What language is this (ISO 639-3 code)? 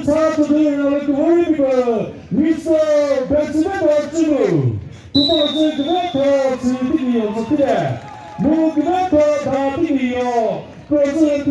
nri